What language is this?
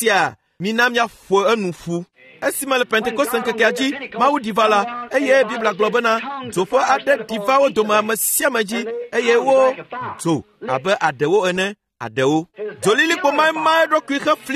Ewe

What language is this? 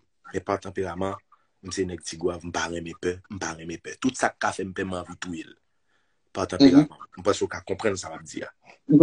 Haitian Creole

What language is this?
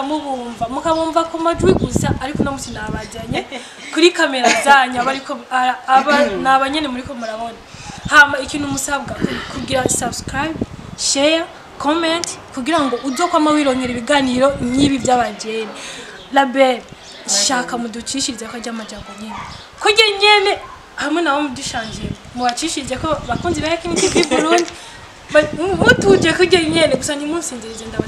Rundi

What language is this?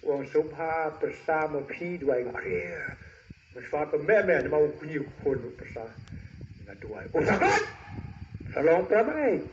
Khasi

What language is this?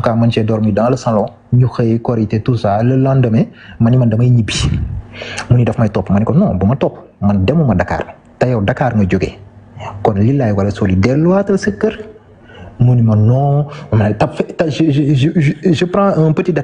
Wolof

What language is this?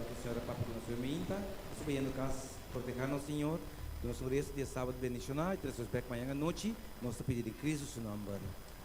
Papiamento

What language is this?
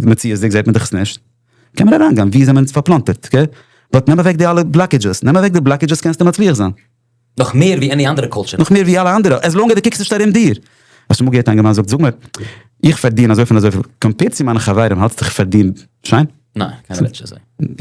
Yiddish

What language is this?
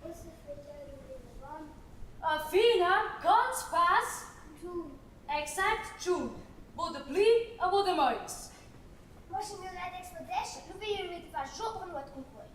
Romansh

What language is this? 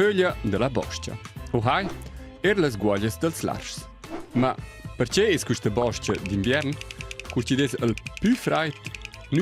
Romansh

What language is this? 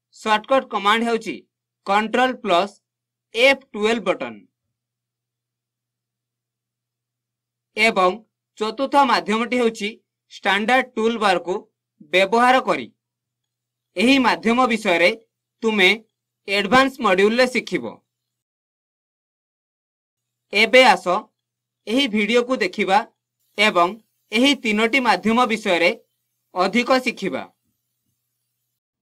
Odia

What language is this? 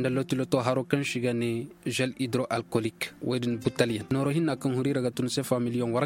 Koyraboro Senni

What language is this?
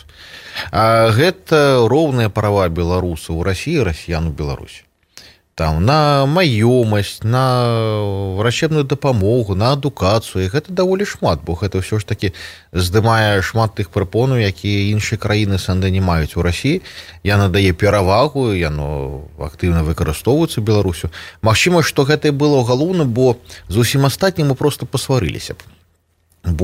Belarusian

